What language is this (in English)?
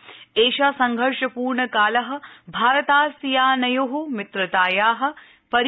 Sanskrit